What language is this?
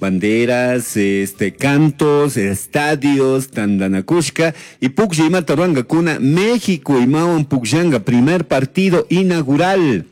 Chimborazo Highland Quichua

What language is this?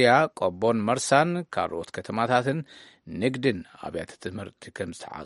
Tigrinya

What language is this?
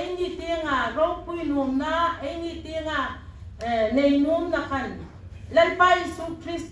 Hmar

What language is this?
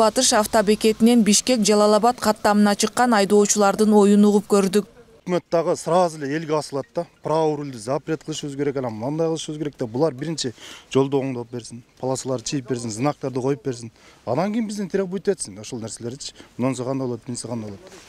Kyrgyz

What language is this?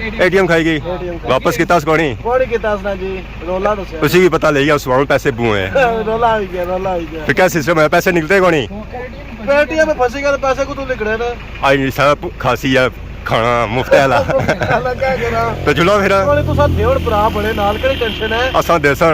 Pahari-Potwari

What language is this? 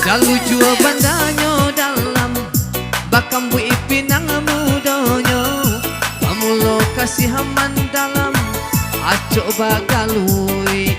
Minangkabau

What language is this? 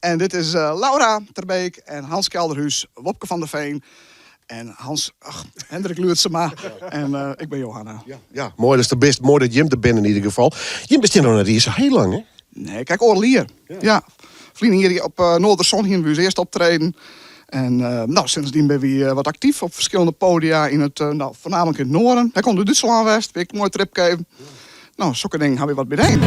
Western Frisian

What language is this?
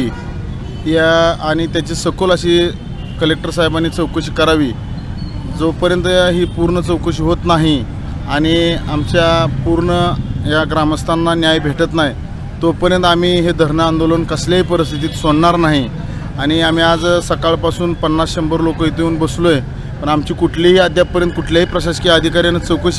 Marathi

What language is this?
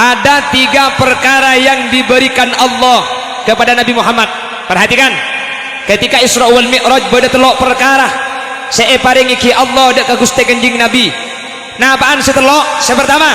Madurese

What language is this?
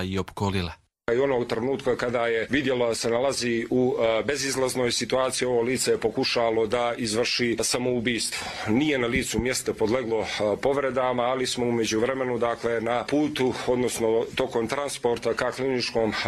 Croatian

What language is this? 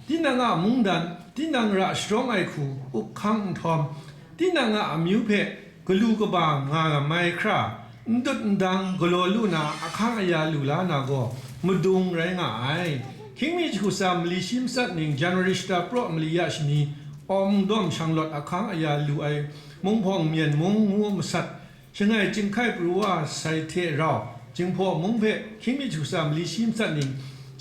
Kachin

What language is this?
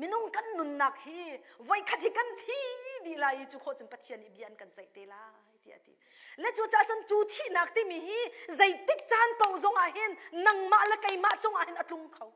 Hakha Chin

